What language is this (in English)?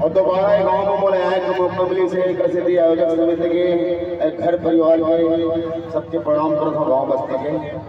Chhattisgarhi